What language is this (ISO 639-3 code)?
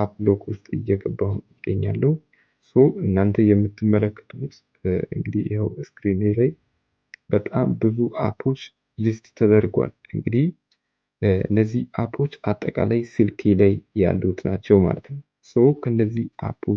amh